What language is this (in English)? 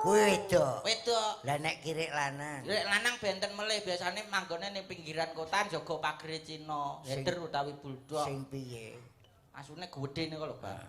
Javanese